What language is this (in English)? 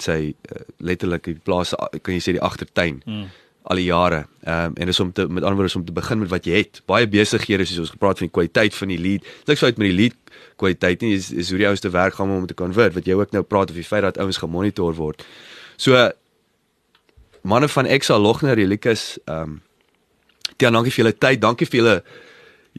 Afrikaans